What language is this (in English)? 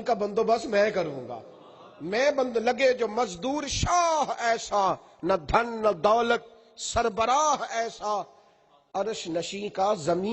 Western Panjabi